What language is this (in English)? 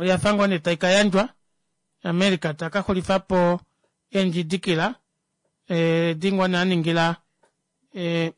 Kuanyama